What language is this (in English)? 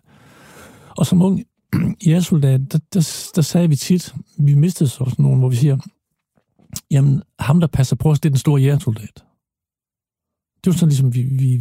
Danish